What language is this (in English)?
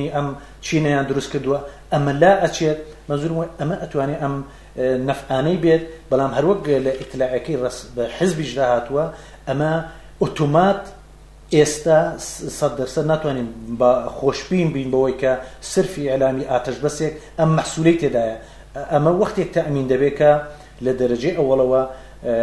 Central Kurdish